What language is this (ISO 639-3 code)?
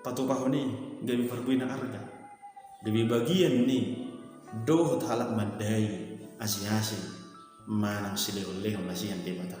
bbc